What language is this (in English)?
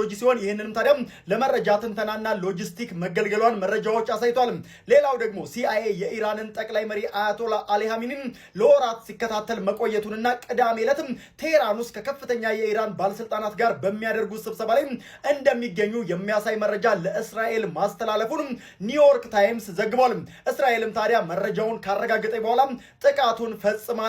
Amharic